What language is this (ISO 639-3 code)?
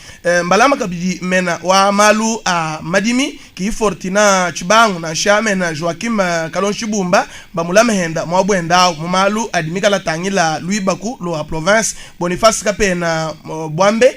lua